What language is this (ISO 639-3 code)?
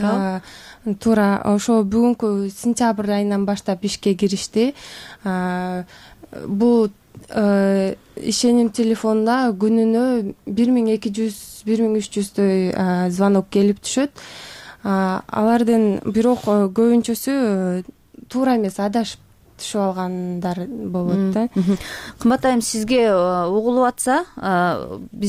kir